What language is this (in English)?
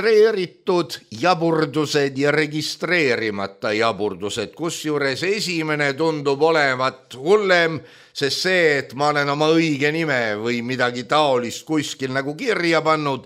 Estonian